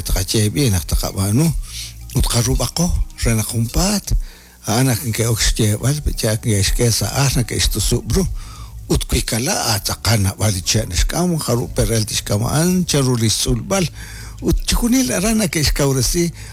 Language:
Kekchí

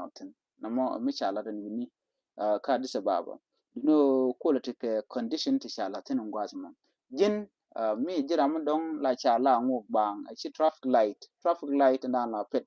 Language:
Nuer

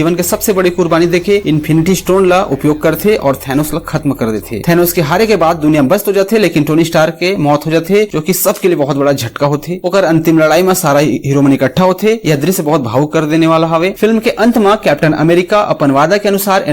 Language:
Chhattisgarhi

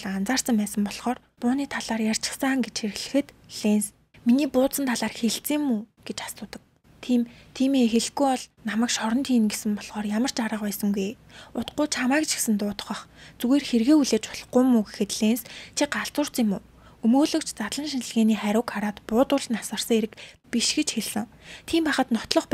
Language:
Mongolian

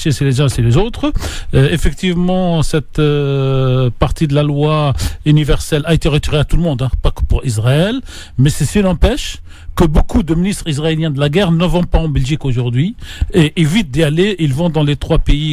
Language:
French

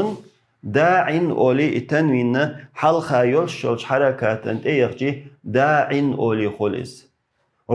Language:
Chechen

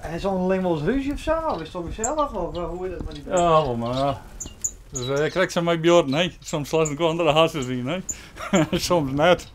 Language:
Western Frisian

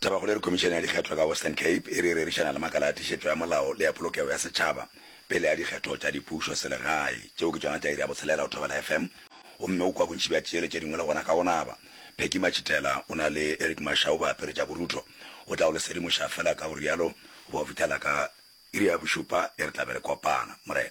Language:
Northern Sotho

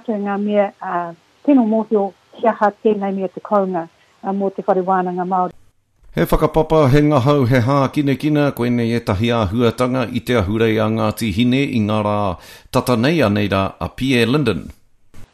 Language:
Māori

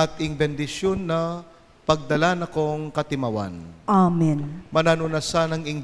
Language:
Pampanga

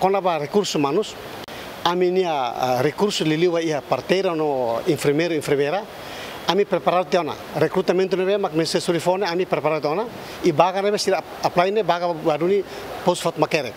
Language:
Tetum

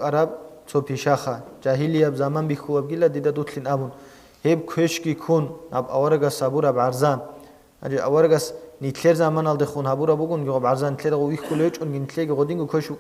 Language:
Avaric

